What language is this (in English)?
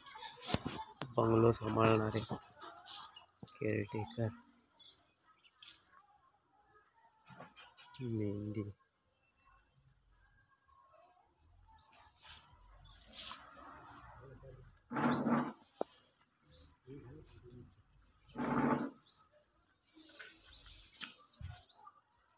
Marathi